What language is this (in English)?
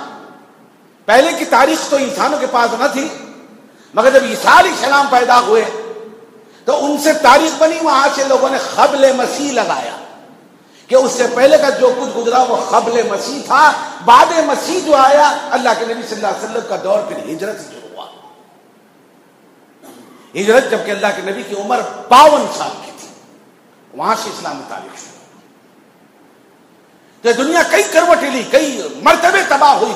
Urdu